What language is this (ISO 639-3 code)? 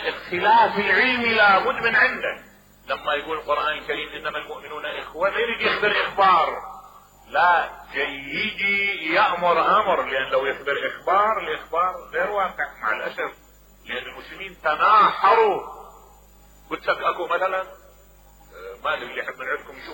acm